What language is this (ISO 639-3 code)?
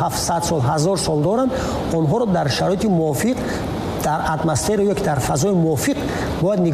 tgk